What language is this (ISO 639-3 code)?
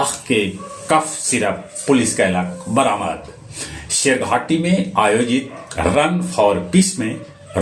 mag